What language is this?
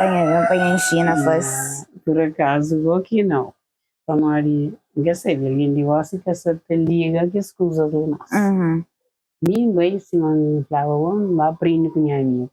Kabuverdianu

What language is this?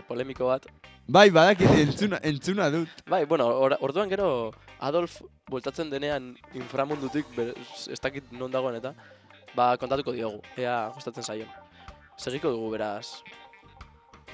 Basque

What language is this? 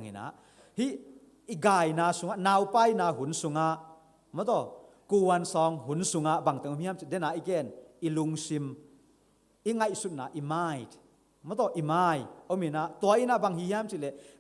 Tedim Chin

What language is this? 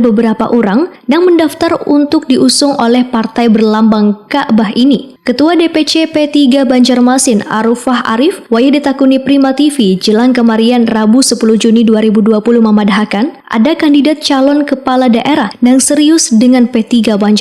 Banjar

